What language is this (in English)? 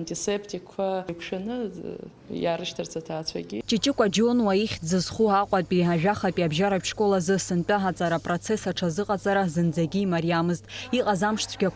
Abkhazian